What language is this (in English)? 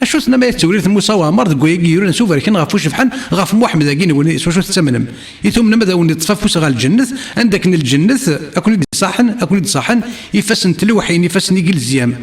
Kabyle